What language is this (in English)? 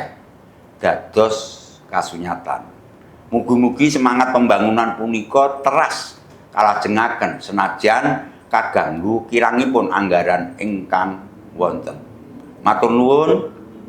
Javanese